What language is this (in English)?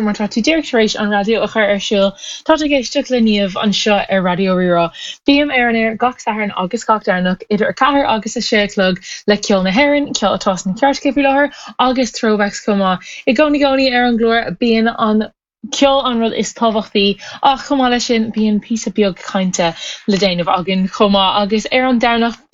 Irish